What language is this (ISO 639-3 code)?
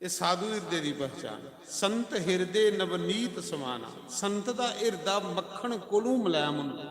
doi